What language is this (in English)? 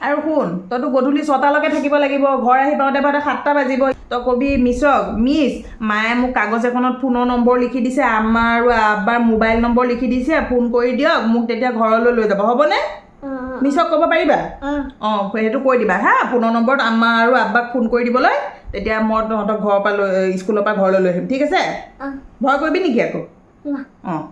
Assamese